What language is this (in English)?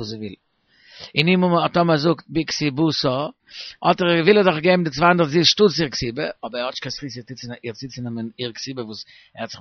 Yiddish